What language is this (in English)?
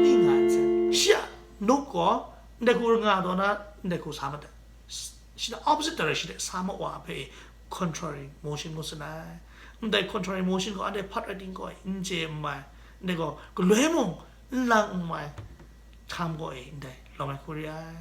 Kachin